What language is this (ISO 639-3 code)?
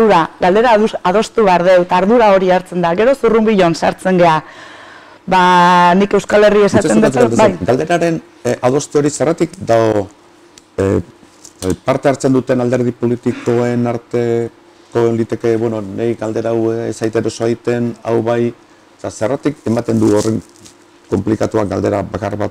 eus